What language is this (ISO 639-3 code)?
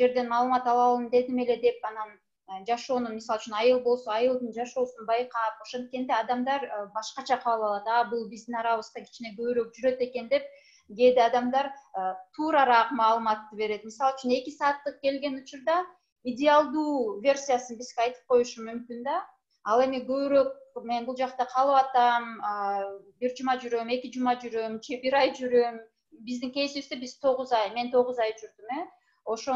kir